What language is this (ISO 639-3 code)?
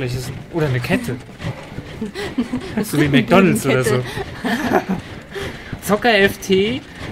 deu